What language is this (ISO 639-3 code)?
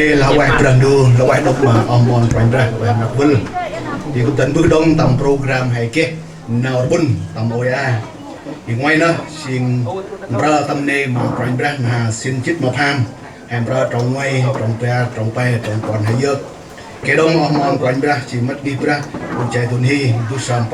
cmo